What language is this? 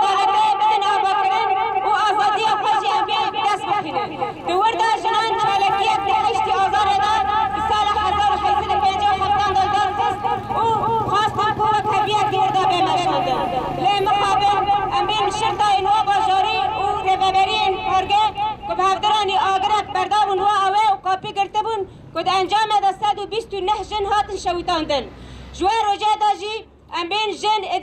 Kurdish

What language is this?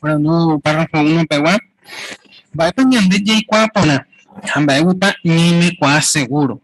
Guarani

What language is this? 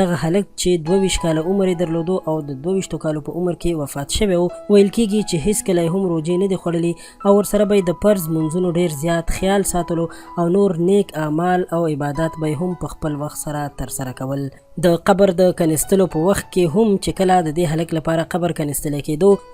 Pashto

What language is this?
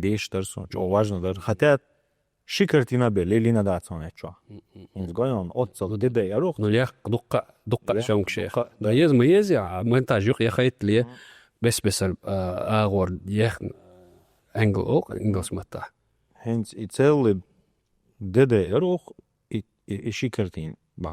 Chechen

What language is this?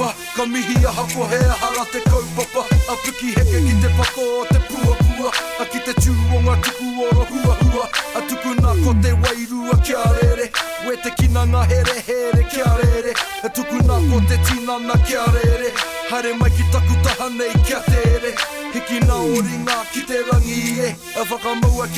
Māori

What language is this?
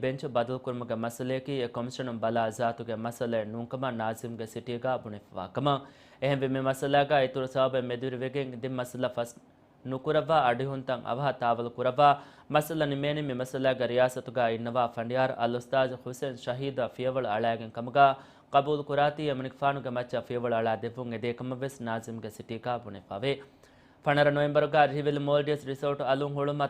Divehi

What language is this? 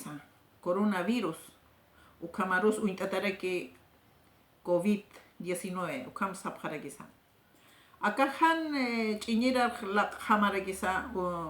Aymara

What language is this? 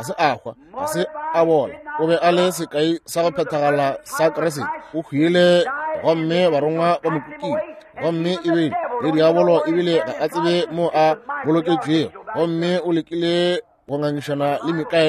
Northern Sotho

